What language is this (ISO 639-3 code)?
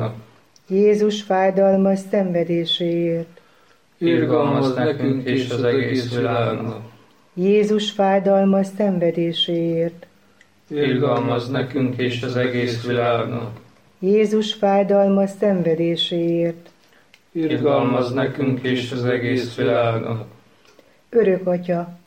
hun